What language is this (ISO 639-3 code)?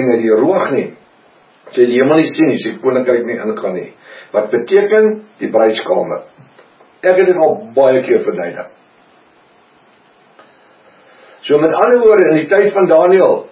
afr